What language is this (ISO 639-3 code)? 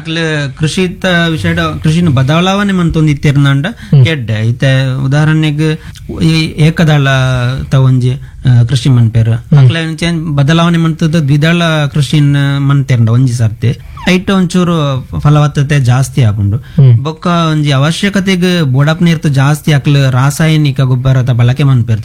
tcy